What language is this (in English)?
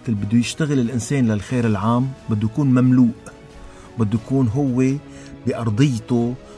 North Levantine Arabic